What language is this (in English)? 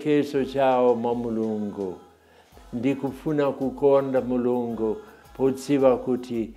Nyanja